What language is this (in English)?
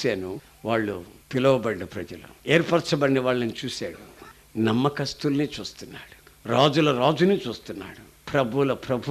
Telugu